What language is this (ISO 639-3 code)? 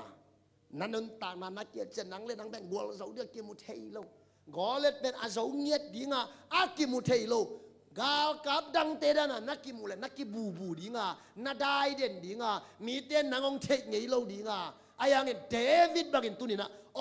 ctd